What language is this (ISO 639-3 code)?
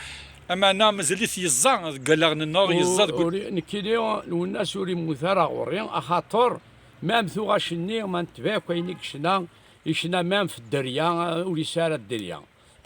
kab